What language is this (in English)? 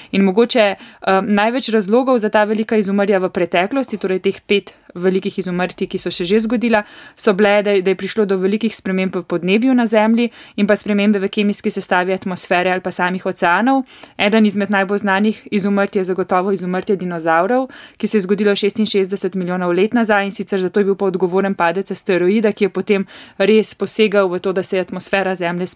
Slovenian